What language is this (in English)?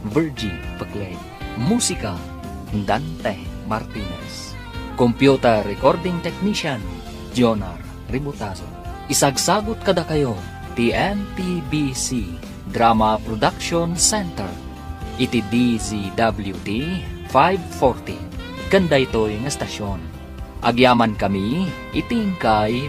Iloko